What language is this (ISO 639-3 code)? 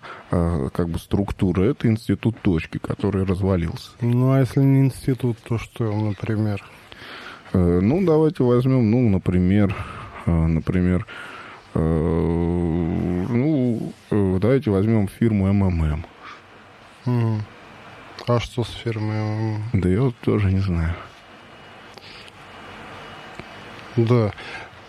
rus